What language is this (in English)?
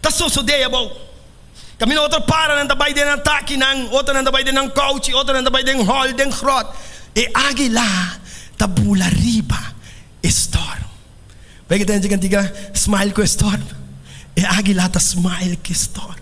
Papiamento